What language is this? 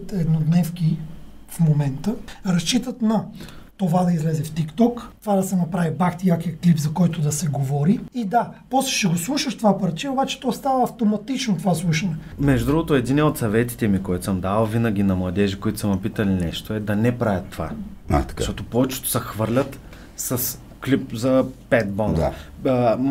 Bulgarian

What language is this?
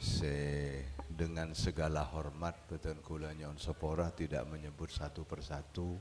Madurese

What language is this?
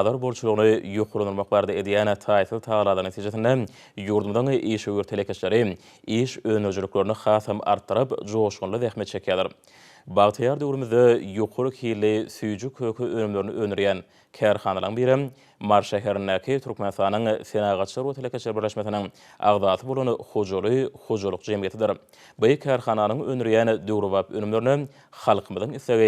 Turkmen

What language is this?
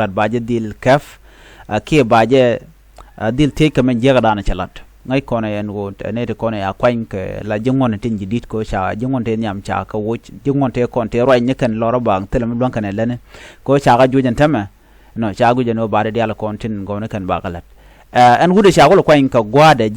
Nuer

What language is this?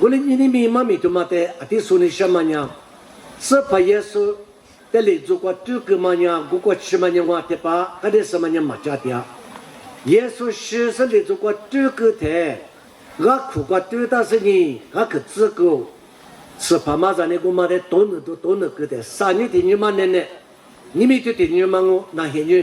Lisu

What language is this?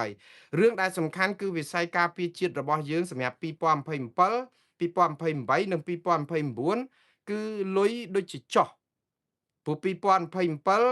Khmer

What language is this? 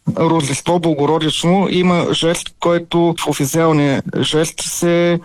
Bulgarian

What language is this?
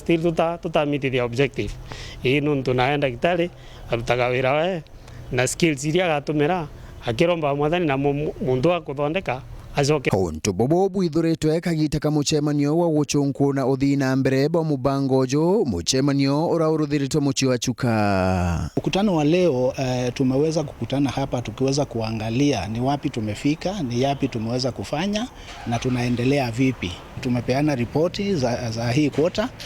Meru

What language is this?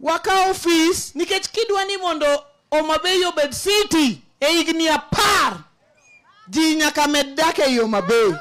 Luo (Kenya and Tanzania)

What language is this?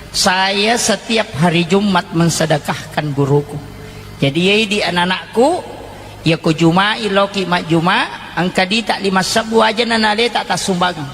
Buginese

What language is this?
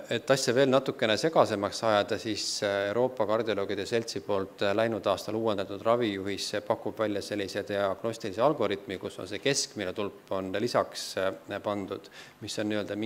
Estonian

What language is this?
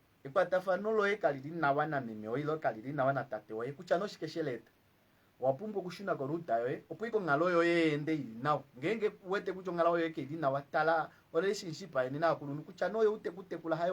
Kuanyama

